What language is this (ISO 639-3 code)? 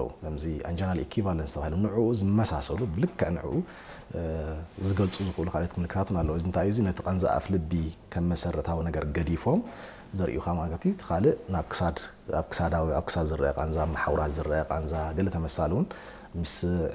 tir